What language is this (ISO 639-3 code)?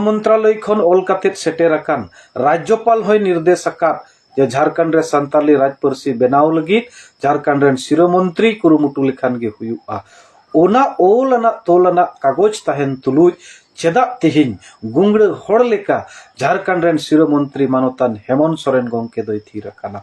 sat